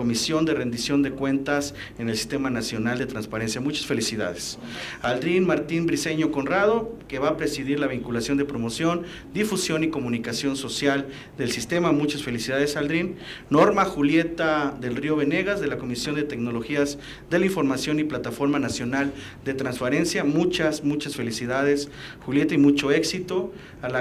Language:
Spanish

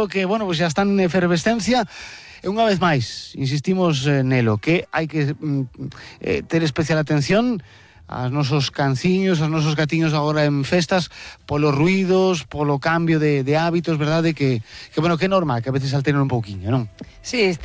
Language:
Galician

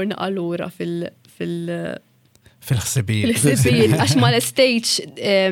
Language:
Maltese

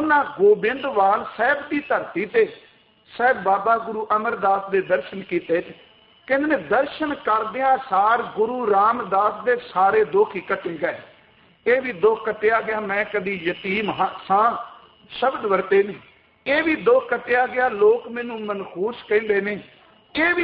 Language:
Punjabi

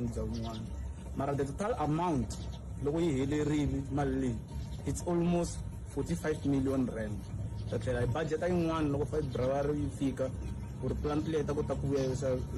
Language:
Tsonga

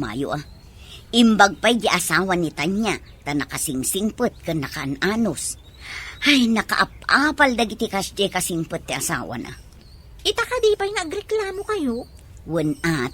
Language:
Iloko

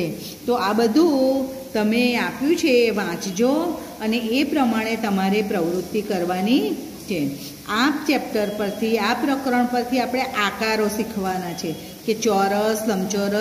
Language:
Gujarati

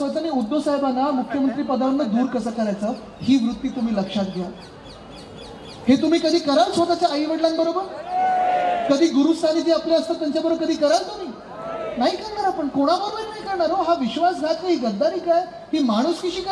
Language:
Marathi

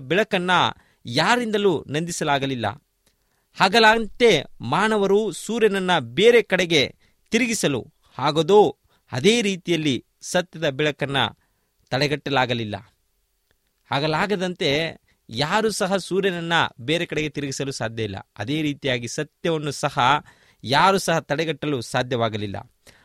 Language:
Kannada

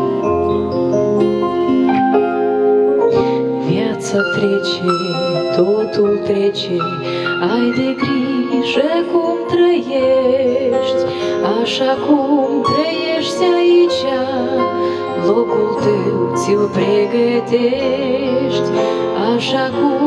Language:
Romanian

